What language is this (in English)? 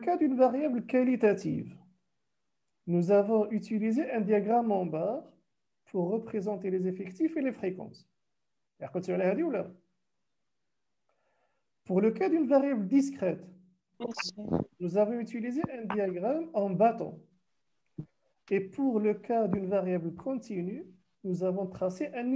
French